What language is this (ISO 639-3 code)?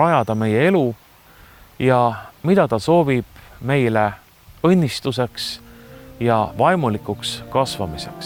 est